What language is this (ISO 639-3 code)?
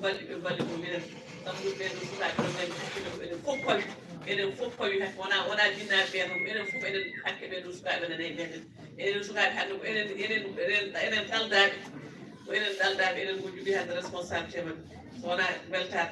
ful